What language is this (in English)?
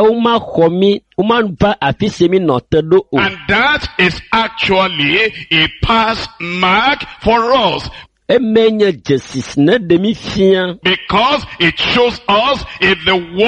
Ewe